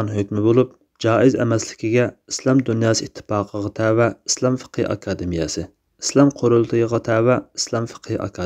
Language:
Uyghur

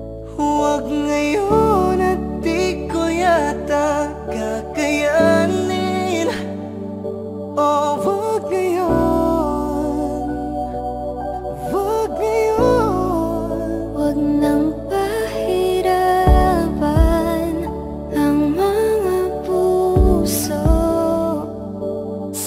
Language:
Filipino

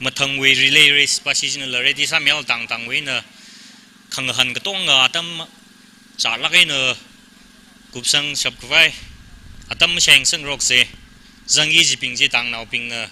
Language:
Tangkhul Naga (India)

